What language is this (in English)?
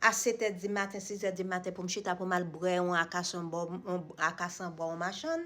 Haitian Creole